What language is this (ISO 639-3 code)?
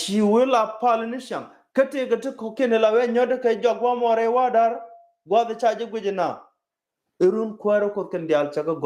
nus